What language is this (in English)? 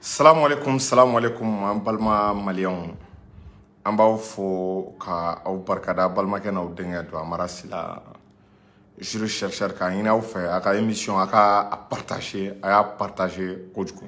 Bambara